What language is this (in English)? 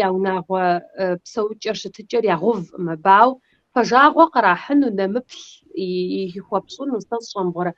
Kabardian